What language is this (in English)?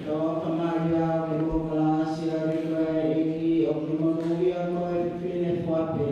Tongan